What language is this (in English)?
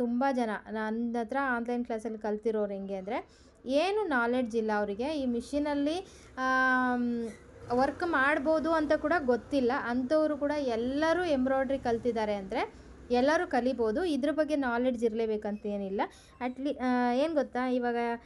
Kannada